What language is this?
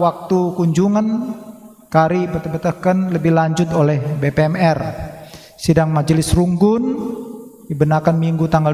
Batak Karo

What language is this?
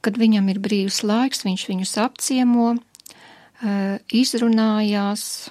Latvian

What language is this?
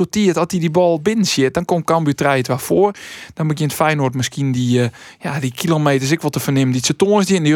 Western Frisian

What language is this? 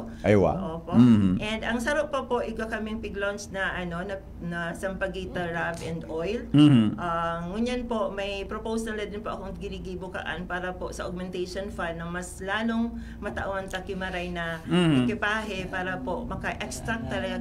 Bikol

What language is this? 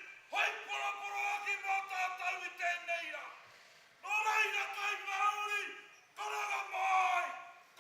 Māori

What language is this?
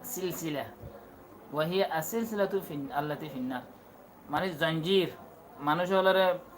Rohingya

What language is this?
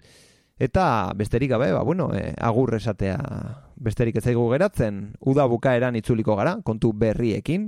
Basque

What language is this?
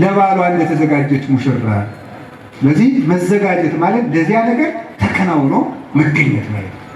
Amharic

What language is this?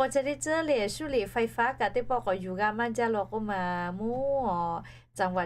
Lahu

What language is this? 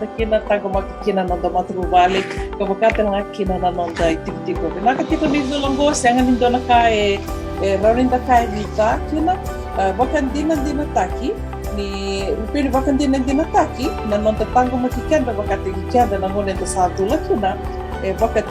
Fijian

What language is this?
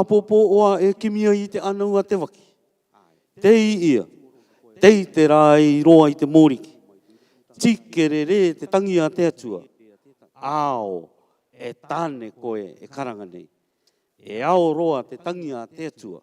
Rarotongan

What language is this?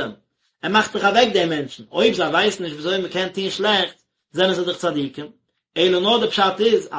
Yiddish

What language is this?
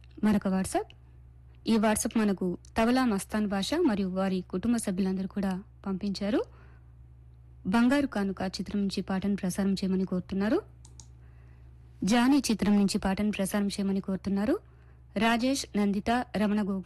Telugu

